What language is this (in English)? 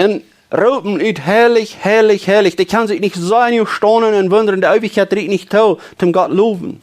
Plautdietsch